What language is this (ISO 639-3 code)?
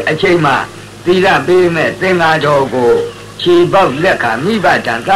mya